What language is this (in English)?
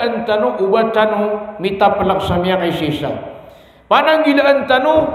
Maranao